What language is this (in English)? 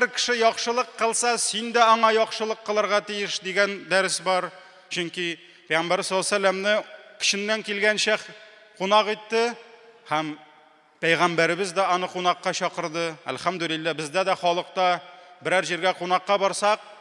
Tatar